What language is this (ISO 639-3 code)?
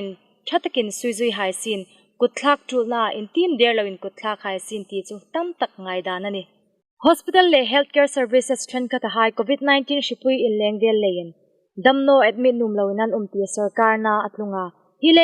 hmr